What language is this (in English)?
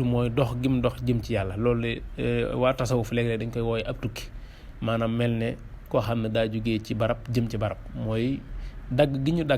Wolof